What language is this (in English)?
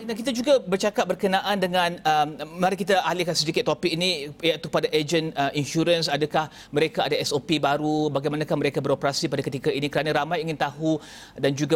Malay